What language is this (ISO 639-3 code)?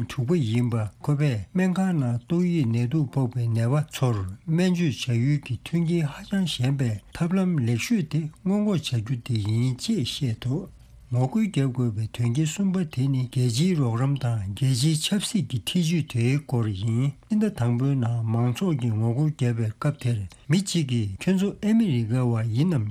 bod